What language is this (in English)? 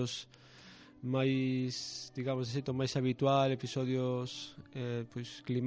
Galician